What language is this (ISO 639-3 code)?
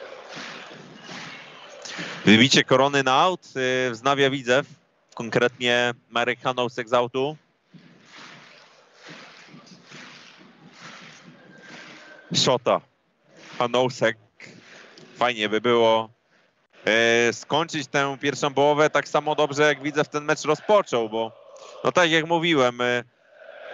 pol